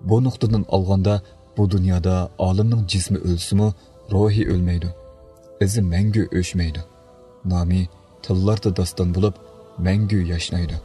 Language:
Uyghur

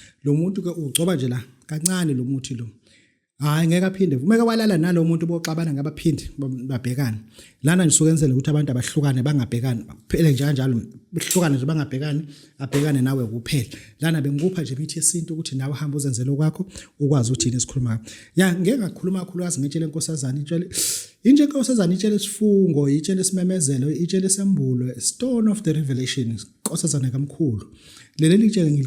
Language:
Zulu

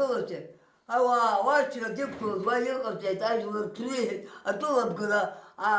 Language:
Abkhazian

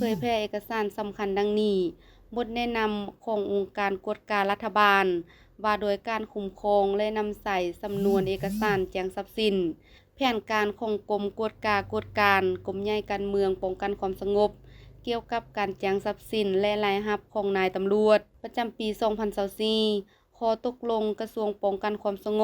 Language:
Lao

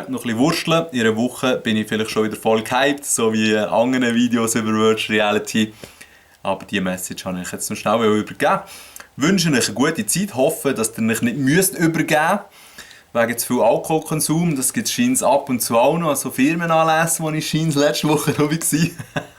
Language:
Swiss German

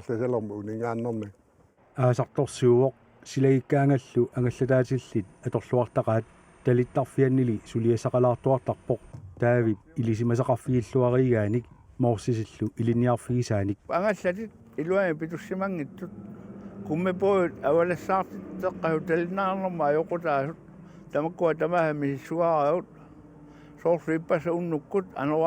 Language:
Kalaallisut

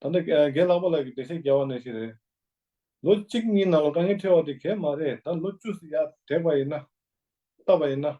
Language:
Tibetan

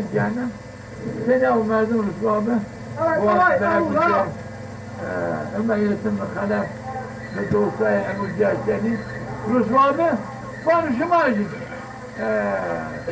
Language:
Zaza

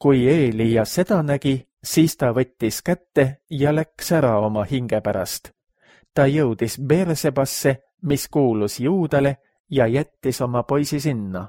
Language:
Estonian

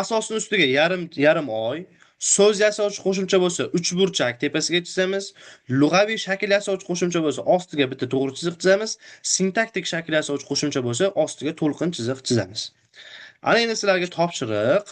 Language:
Uzbek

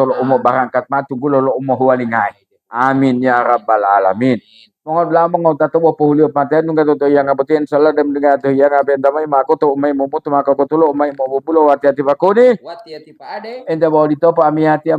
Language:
Gorontalo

